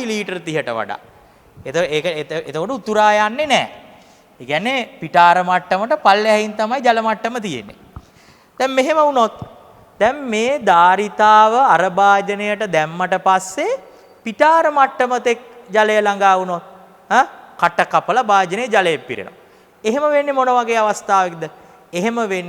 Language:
Sinhala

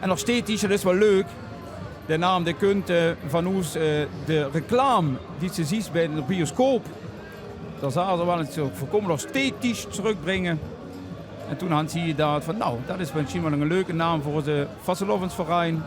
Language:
Limburgish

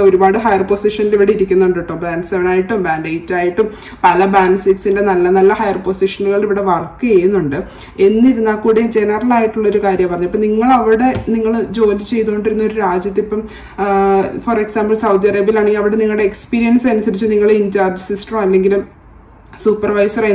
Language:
Malayalam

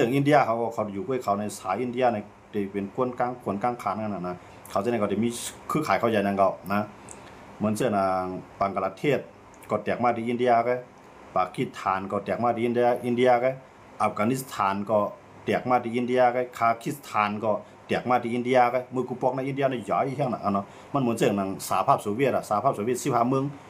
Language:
Shan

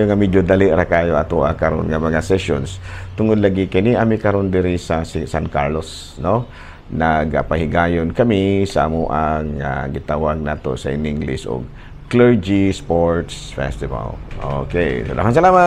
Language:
Cebuano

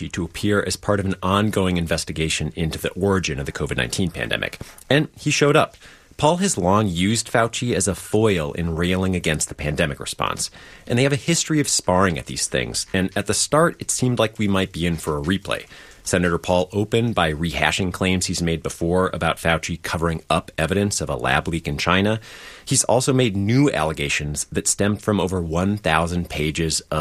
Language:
English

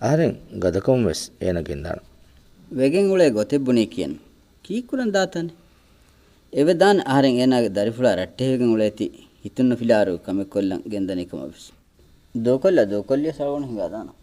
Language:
Divehi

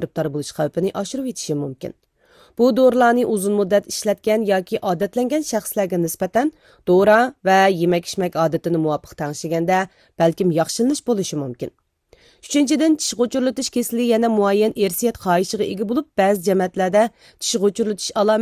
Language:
Uyghur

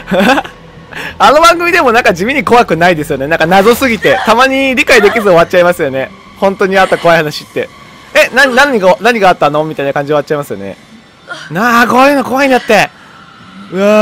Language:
Japanese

